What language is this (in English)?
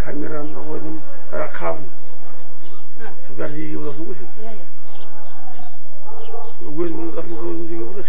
Kazakh